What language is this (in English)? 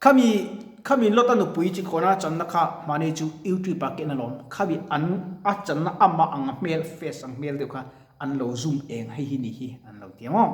Mizo